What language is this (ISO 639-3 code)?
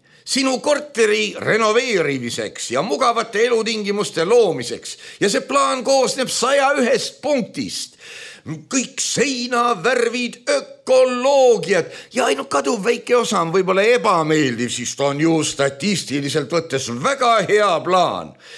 est